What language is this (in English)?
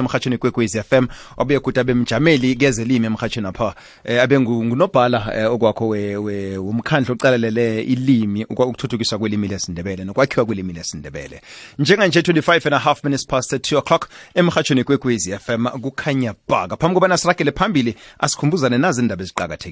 South Ndebele